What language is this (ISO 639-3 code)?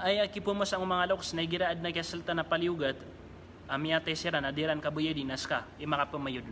mrw